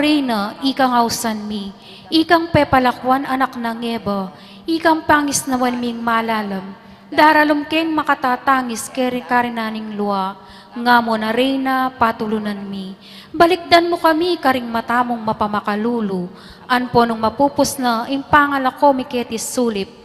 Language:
Pampanga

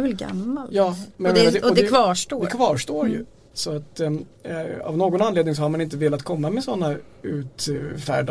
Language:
Swedish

